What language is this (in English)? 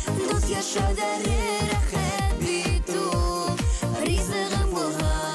Bashkir